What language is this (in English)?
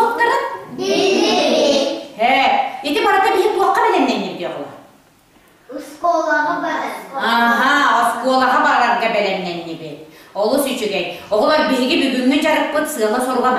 Yakut